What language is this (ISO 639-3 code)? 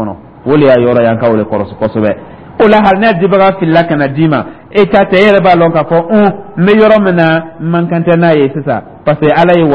dyu